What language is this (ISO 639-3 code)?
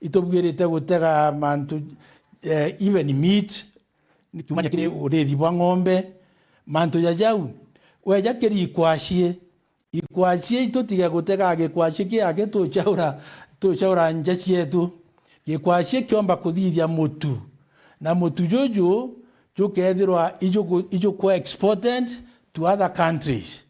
mer